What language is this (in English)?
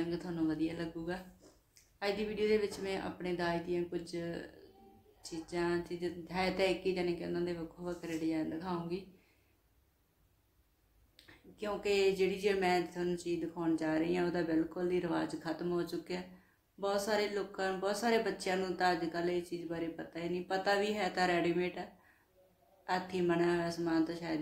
Punjabi